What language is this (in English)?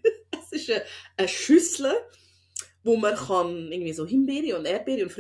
Swiss German